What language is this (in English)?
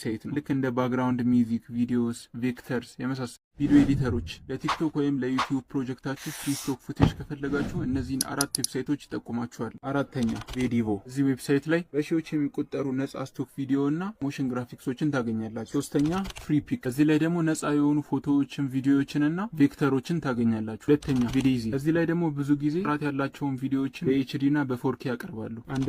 Amharic